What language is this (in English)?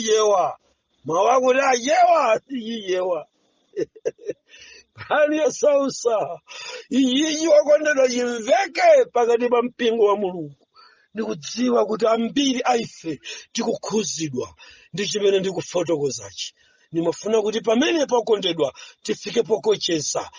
Nyanja